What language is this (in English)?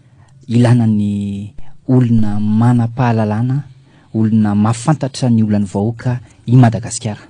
Malagasy